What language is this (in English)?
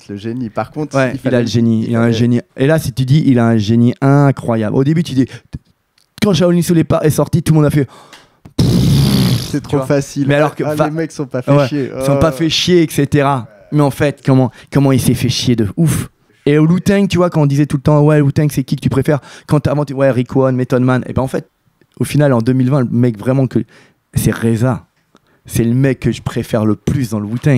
French